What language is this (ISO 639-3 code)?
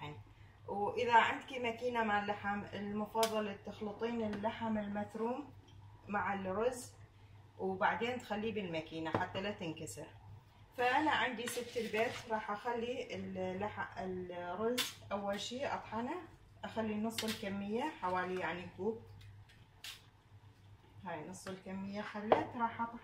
acm